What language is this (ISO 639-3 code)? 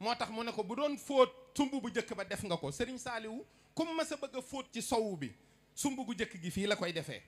wol